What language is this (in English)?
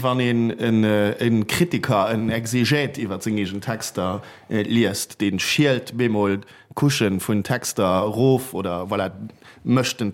Luxembourgish